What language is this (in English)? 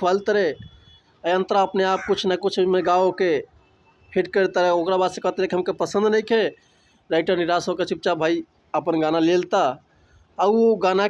Bhojpuri